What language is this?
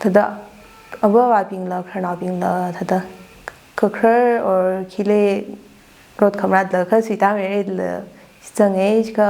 Tangkhul Naga (India)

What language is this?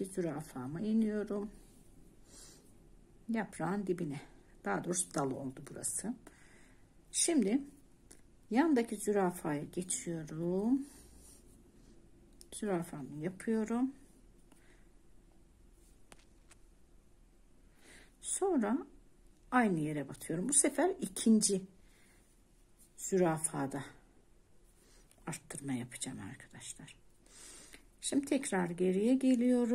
Turkish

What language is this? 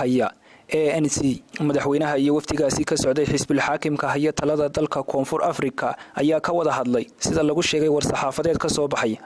Somali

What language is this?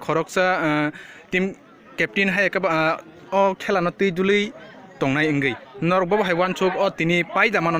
Kok Borok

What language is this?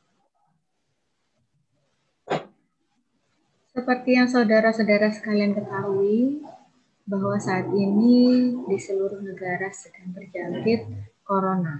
Indonesian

